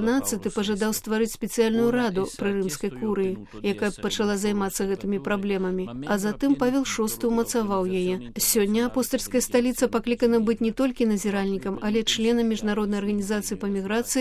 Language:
Belarusian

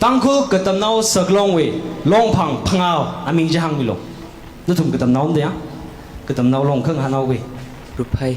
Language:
Tangkhul Naga (India)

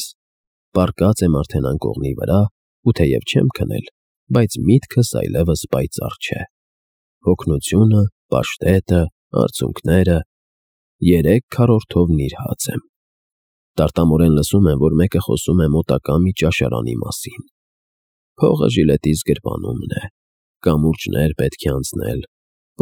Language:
Armenian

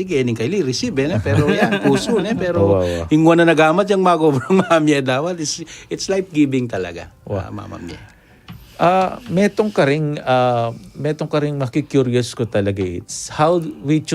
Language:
Pampanga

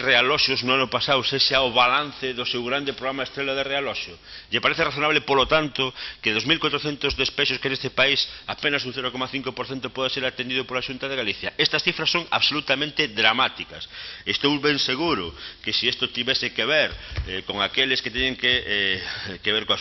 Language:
Galician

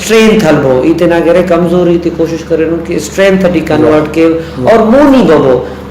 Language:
Brahui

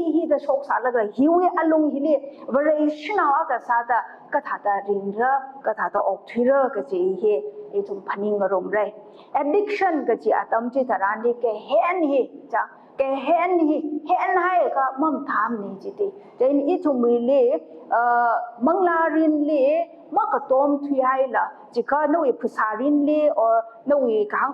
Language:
Tangkhul Naga (India)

